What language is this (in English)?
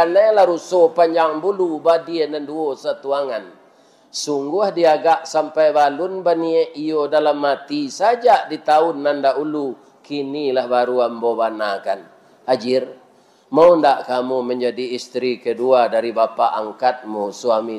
Minangkabau